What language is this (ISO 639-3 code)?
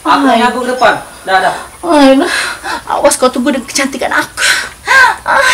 mui